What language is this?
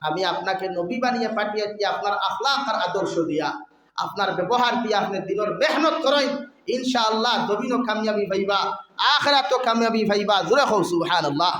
Sylheti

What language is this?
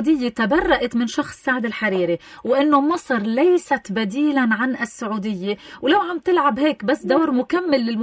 North Levantine Arabic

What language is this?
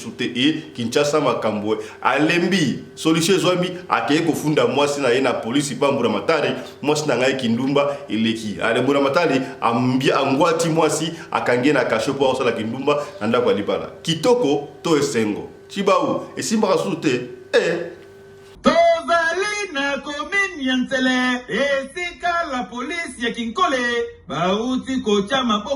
Lingala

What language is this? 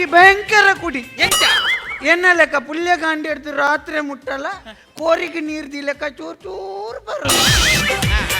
Tulu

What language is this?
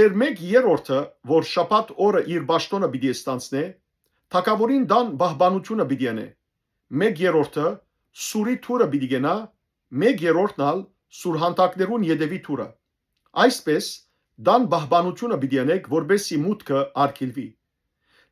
Western Armenian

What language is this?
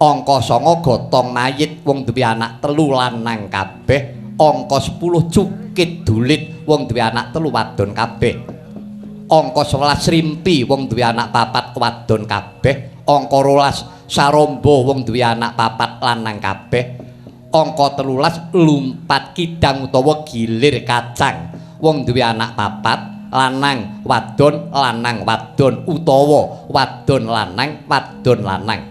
Javanese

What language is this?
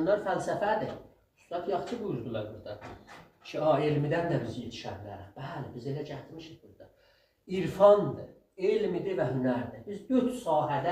South Azerbaijani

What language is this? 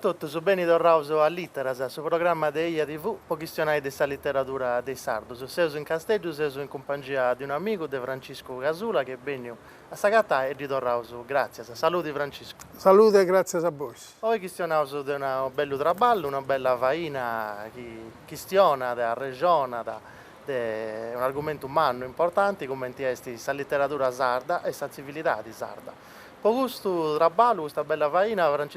Sardinian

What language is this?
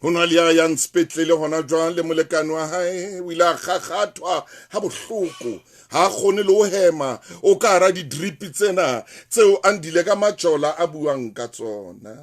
Southern Sotho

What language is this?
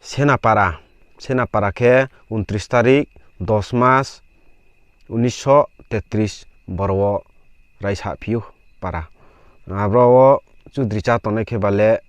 Riang (India)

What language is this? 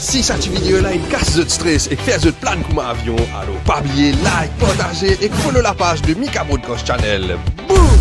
Morisyen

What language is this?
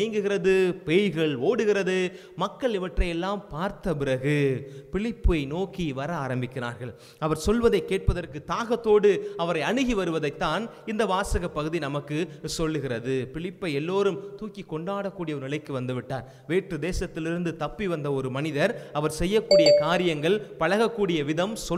Tamil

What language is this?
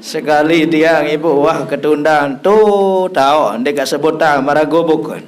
Sasak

